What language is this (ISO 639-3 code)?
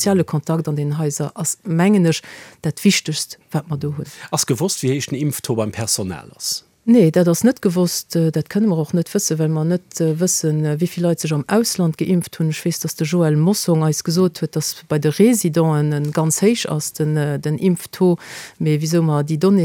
ltz